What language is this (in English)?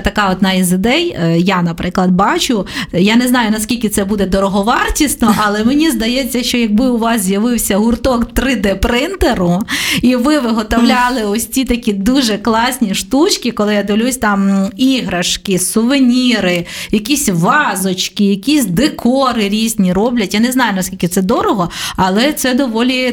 Ukrainian